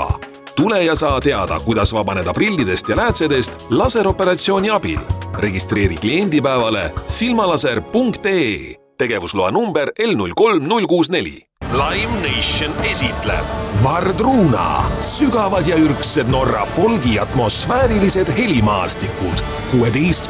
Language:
Estonian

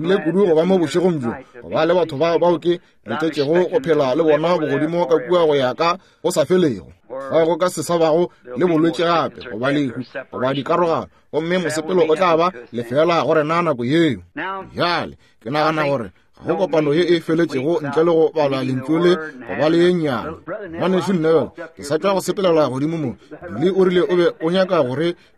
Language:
Northern Sotho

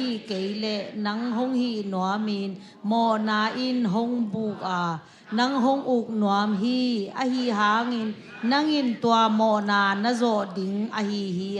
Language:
Tedim Chin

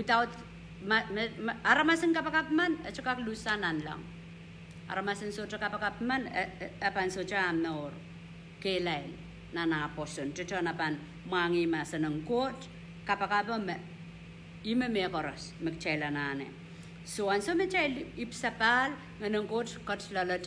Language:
Pohnpeian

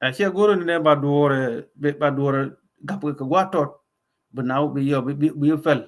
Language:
Nuer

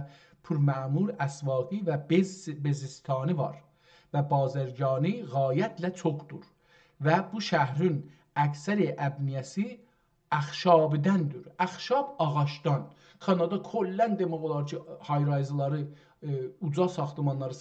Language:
South Azerbaijani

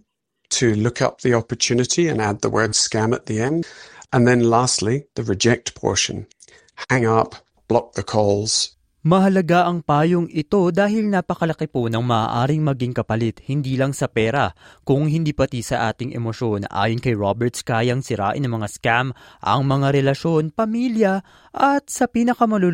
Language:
Filipino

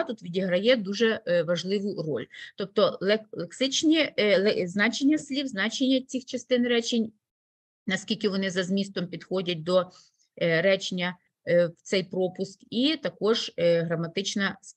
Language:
Ukrainian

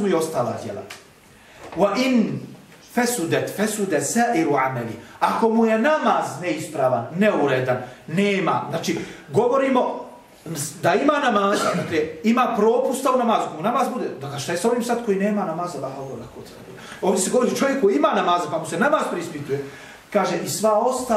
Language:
Bosnian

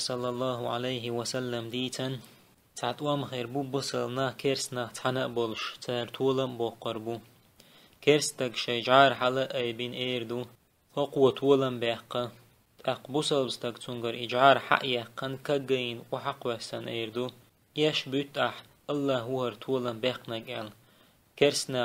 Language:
Chechen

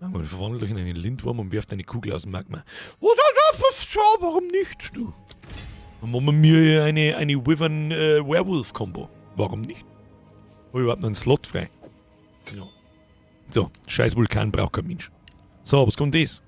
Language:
Bavarian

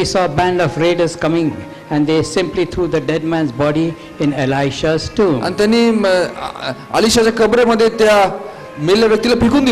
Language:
Marathi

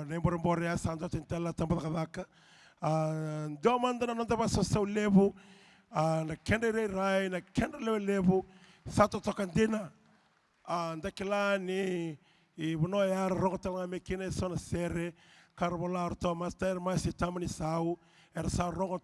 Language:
Fijian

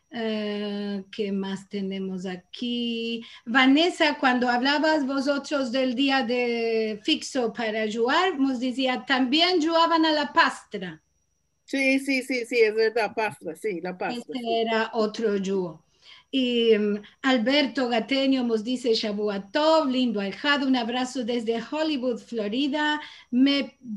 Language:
Ladino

